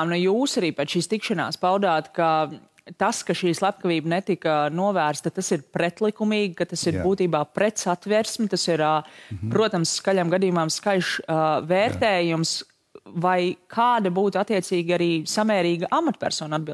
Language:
Latvian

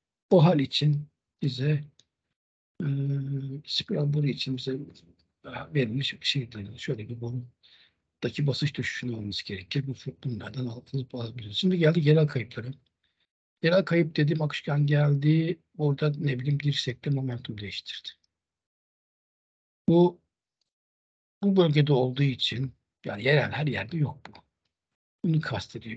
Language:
Turkish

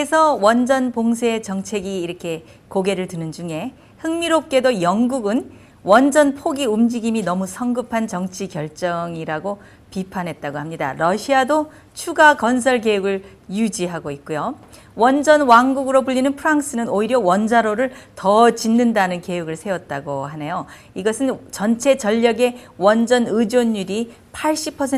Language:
Korean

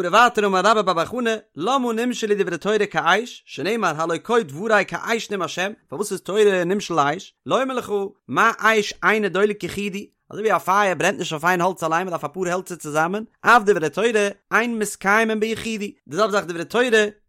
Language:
Yiddish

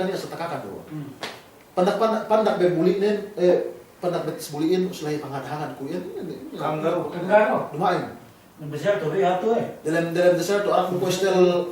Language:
Yakan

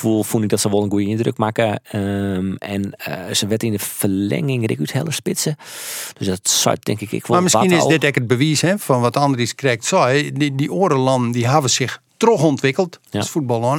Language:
Western Frisian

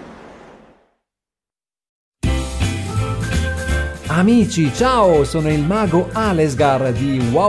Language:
Italian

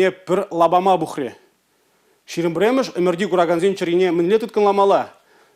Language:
Chuvash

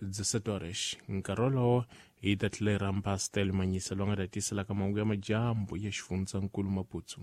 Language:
Tsonga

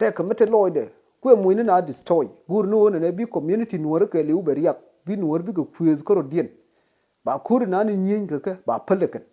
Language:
Nuer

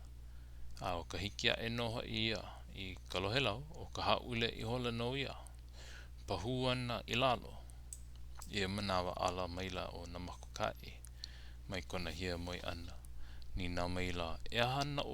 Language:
Hawaiian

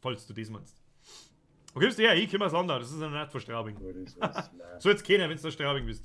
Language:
Bavarian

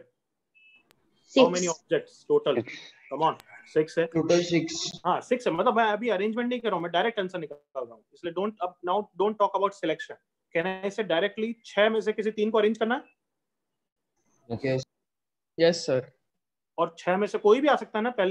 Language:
Hindi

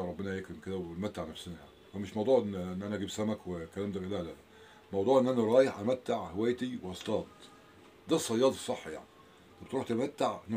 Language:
Egyptian Arabic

